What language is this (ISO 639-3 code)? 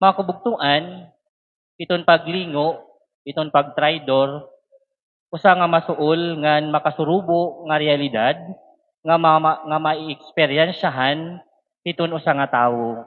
war